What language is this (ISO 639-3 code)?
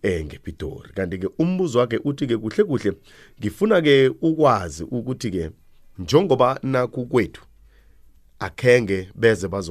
nbl